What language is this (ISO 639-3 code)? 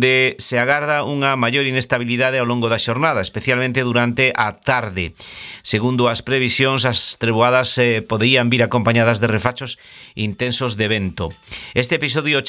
glg